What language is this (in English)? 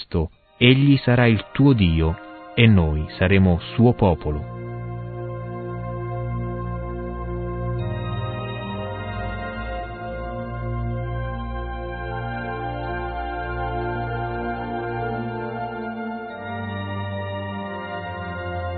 Italian